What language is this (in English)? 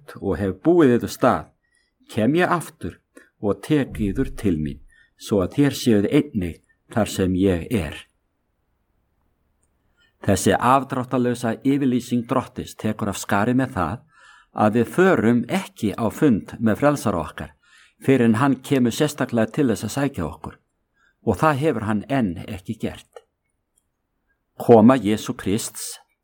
Icelandic